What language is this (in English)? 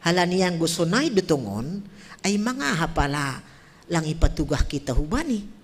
Batak Simalungun